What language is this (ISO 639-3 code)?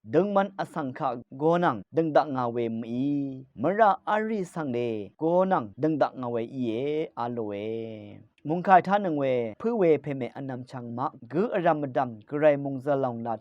raw